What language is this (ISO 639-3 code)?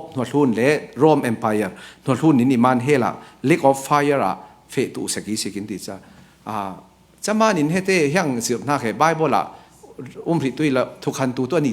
cfm